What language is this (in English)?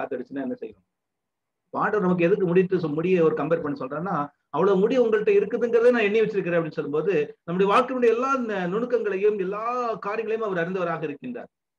Tamil